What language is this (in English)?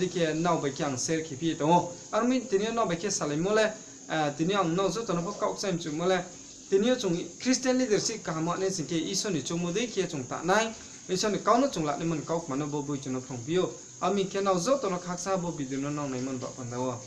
Riang (India)